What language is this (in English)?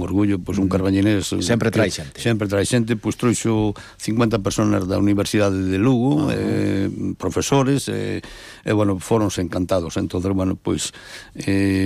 Galician